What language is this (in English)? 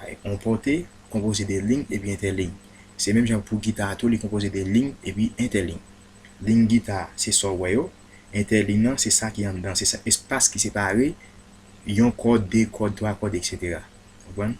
Haitian Creole